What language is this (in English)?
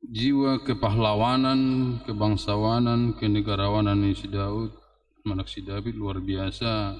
Batak Toba